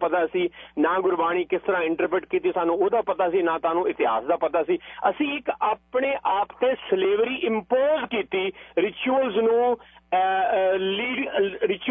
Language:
Punjabi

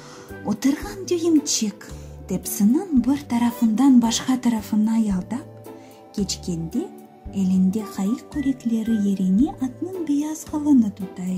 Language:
Crimean Tatar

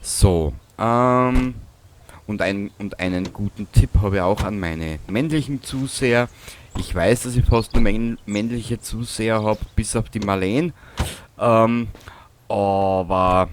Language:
Bavarian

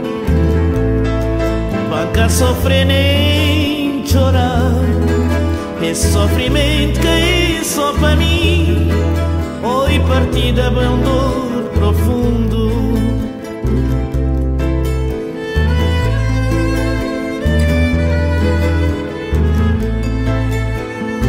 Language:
Portuguese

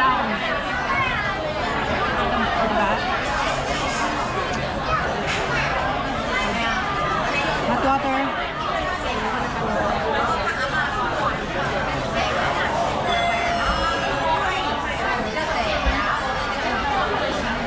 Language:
Filipino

